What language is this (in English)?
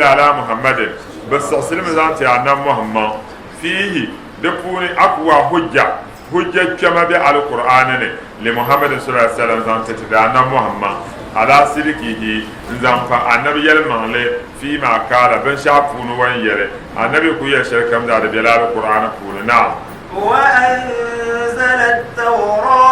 Dagbani